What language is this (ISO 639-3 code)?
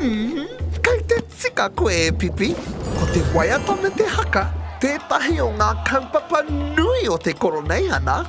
mri